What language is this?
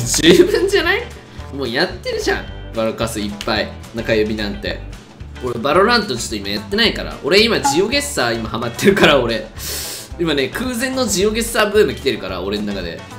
Japanese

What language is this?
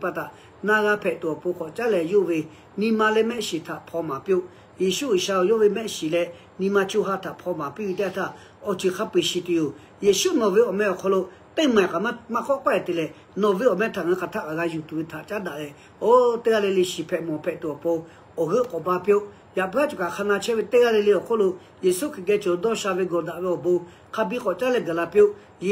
Lahu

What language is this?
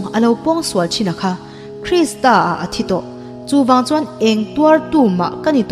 Mizo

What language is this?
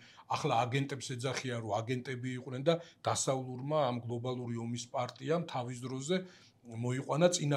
Georgian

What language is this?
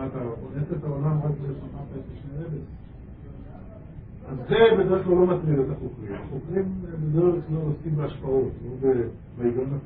Hebrew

